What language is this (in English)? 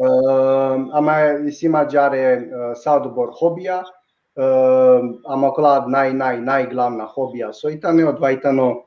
Balkan Romani